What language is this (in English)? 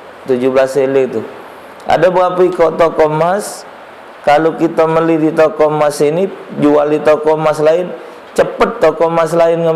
Musi